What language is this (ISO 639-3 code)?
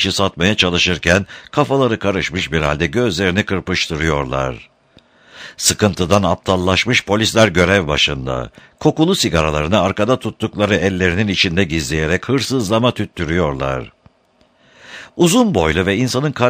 tur